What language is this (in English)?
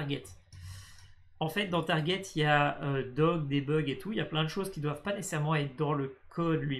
French